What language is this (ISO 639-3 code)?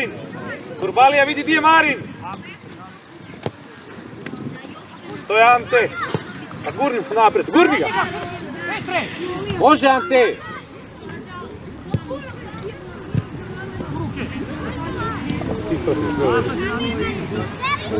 hrv